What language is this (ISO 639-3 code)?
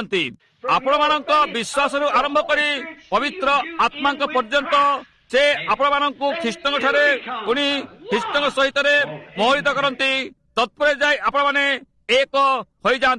ori